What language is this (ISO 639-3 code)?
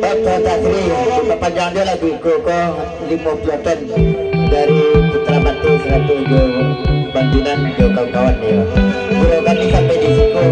min